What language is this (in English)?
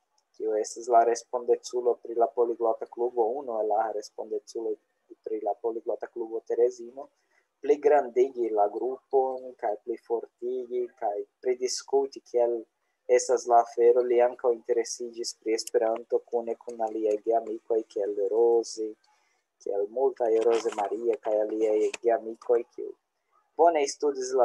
Esperanto